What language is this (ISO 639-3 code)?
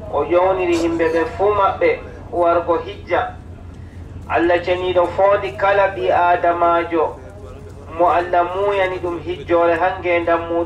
fub